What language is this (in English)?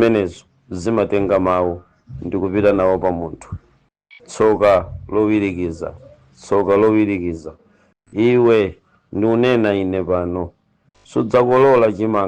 Nyanja